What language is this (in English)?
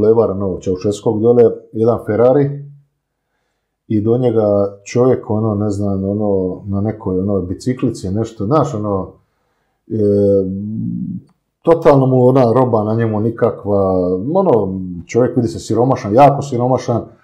Croatian